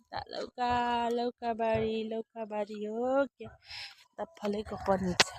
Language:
Nepali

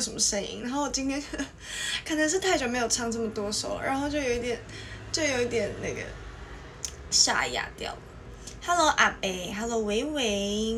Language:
Chinese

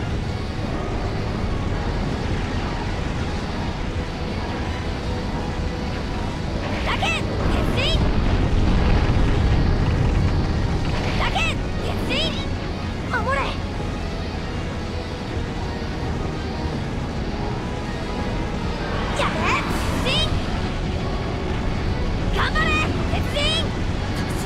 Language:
Japanese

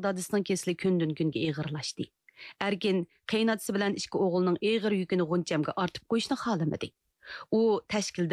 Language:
Uyghur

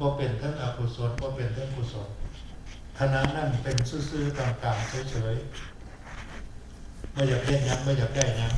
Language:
Northeastern Thai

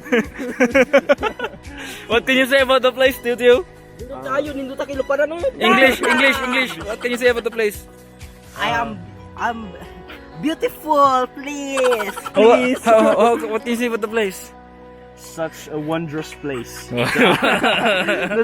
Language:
Cebuano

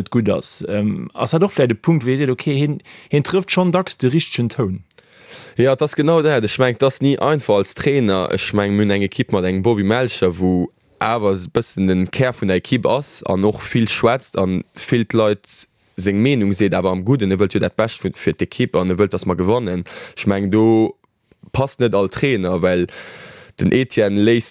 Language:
Luxembourgish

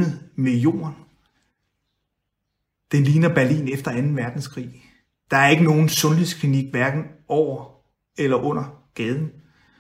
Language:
Danish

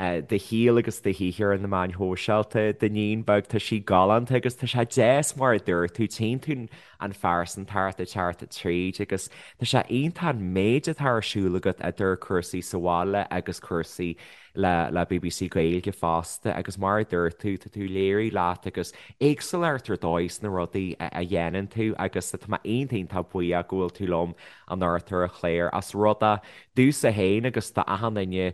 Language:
Irish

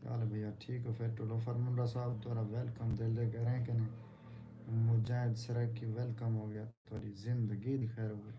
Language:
Saraiki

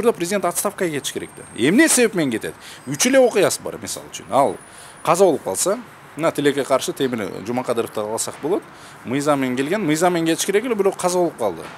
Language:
Kyrgyz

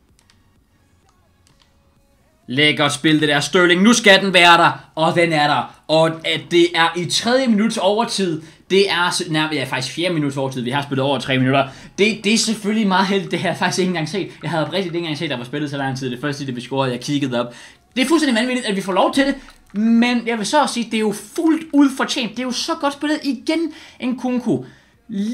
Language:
Danish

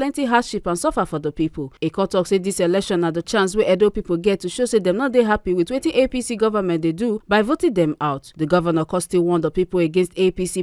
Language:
Nigerian Pidgin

